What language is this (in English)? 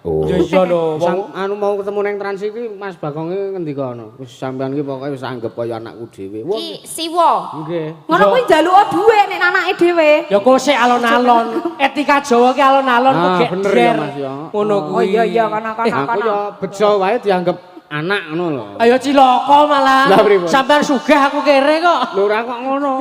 Javanese